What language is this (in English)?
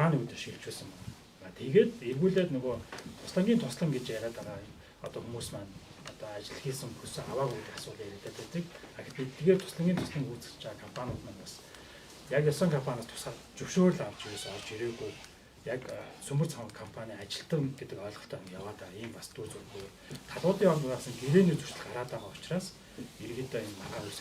Mongolian